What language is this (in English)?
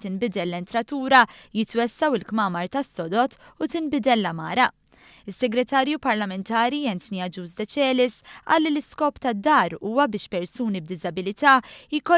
Maltese